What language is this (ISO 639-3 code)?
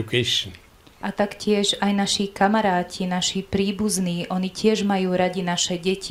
slk